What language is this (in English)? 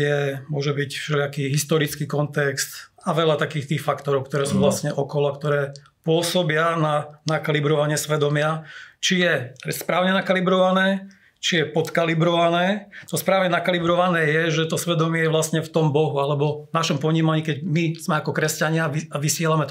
Slovak